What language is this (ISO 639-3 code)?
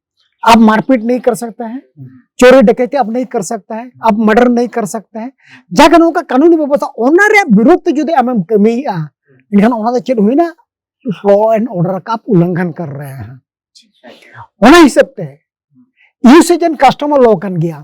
sat